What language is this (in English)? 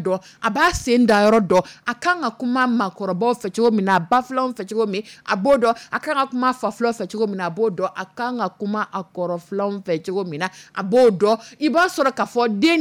Dyula